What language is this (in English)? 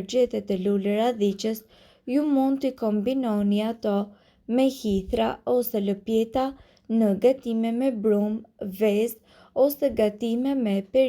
Albanian